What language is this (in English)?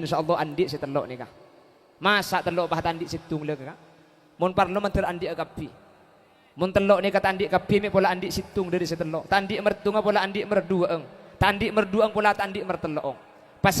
Madurese